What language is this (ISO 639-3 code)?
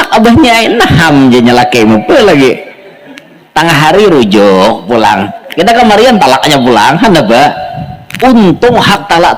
bjn